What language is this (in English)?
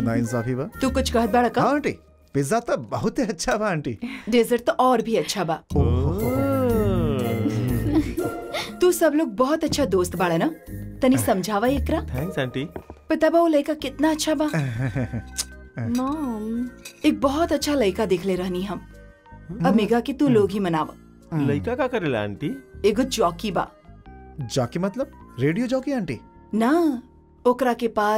Bhojpuri